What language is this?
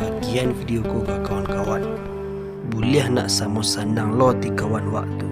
Minangkabau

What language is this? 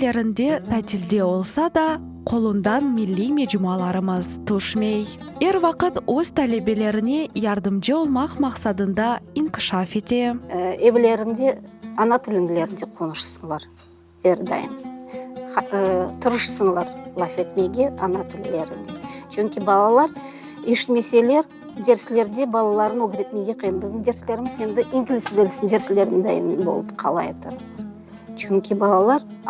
Crimean Tatar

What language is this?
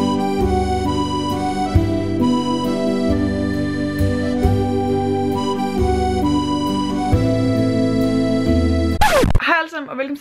Danish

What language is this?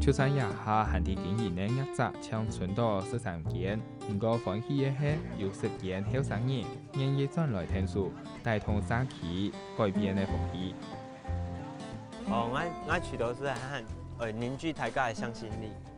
Hakka Chinese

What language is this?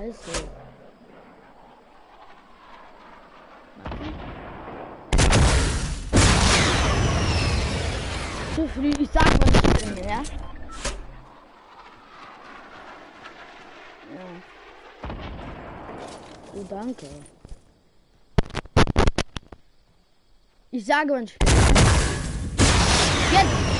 German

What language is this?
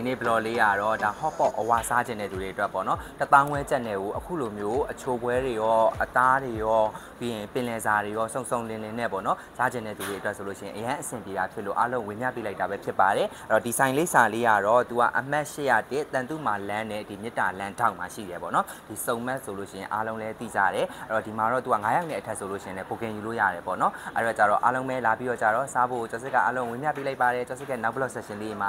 Burmese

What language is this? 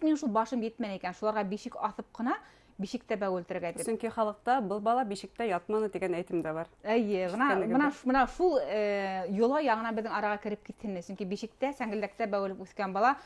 Bashkir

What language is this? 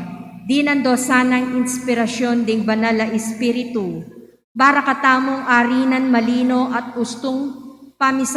Pampanga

